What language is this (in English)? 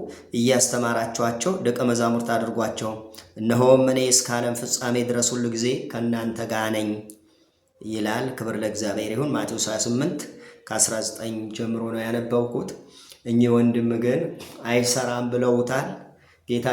Amharic